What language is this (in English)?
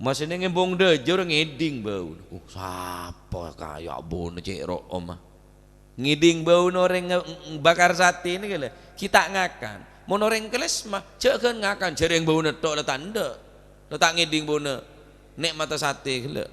Madurese